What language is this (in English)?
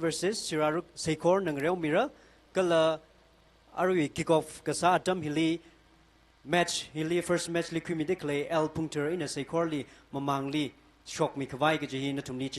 Tangkhul Naga (India)